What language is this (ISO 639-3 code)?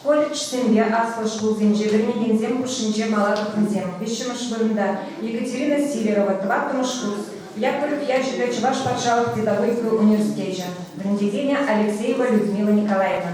chv